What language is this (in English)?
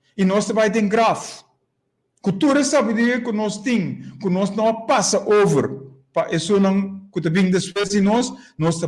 Papiamento